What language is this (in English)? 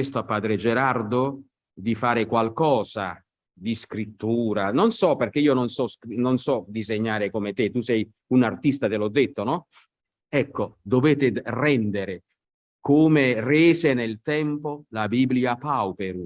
Italian